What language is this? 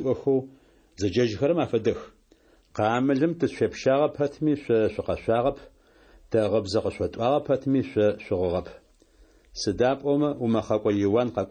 Adyghe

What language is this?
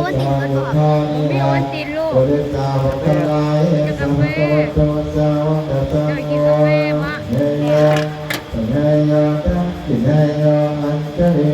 Pali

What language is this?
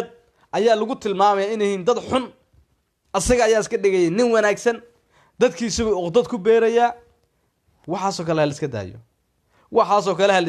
Somali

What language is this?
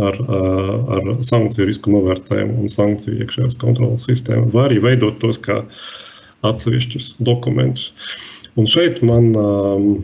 Latvian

